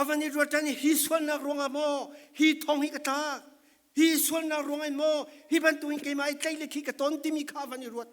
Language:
Falam Chin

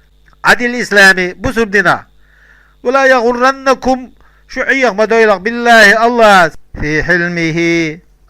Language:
Chechen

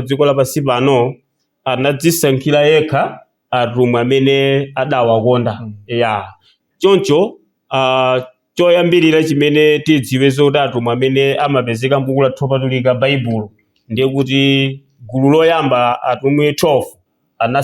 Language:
Nyanja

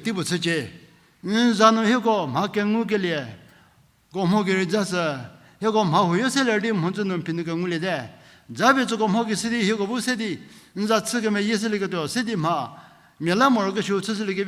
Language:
Angami Naga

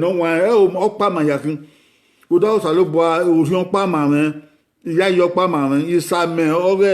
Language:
Bini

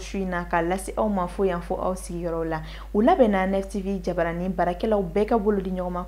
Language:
Bambara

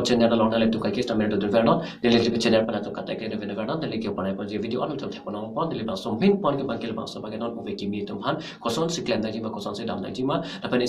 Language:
Karbi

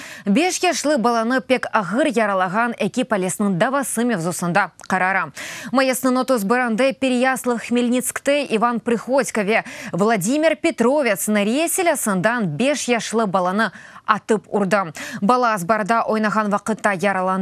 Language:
Crimean Tatar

